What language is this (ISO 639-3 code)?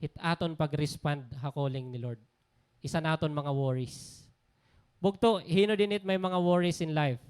war